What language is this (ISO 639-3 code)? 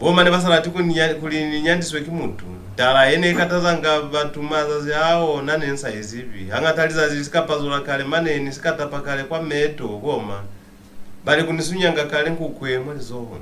loz